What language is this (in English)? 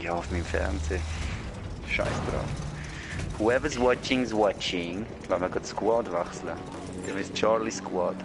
Swiss German